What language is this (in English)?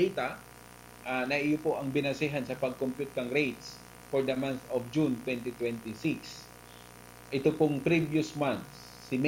Bikol